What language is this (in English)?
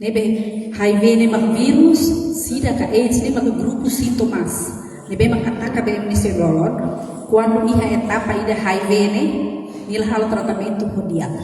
Tetum